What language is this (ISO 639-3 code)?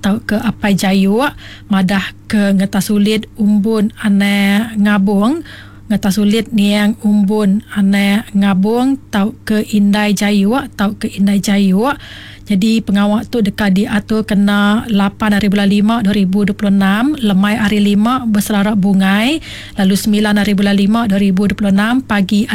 iba